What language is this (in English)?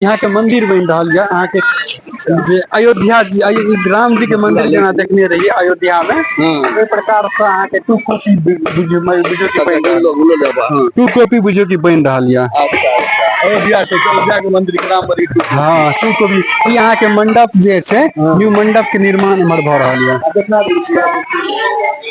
Maithili